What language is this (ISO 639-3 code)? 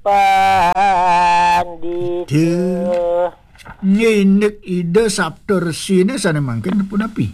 ban